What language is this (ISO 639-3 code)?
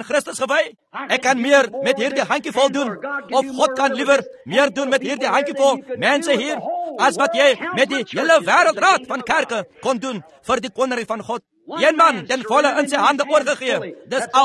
afr